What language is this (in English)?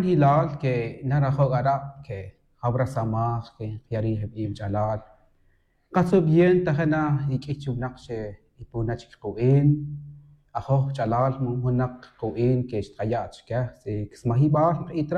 Tz'utujil